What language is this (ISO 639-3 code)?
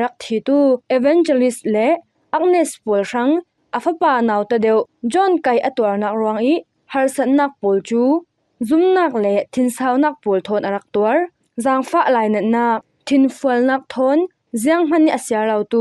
cfm